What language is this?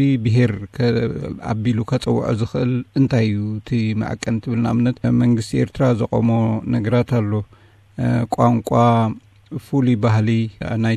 Tigrinya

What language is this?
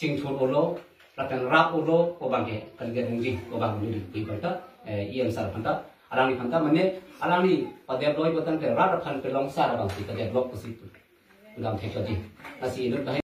Karbi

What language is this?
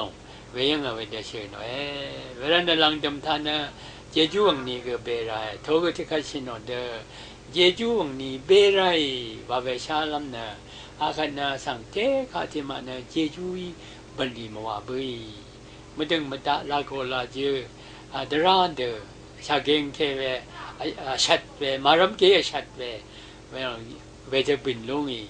Rawang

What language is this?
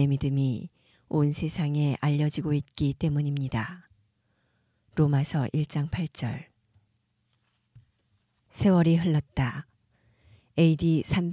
Korean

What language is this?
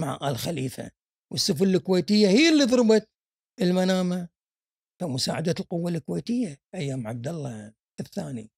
Gulf Arabic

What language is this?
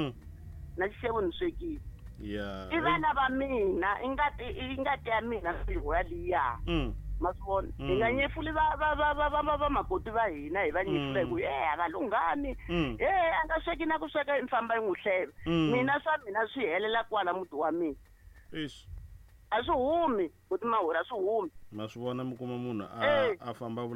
Tsonga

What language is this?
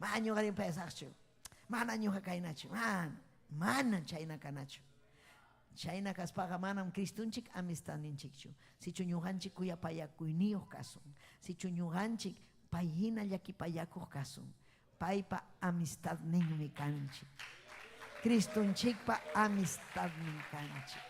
Ayacucho Quechua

